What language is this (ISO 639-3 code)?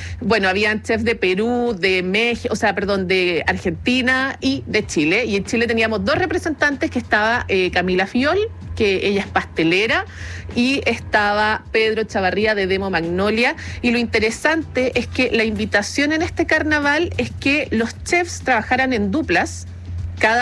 spa